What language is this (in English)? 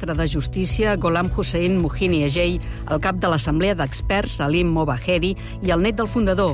Catalan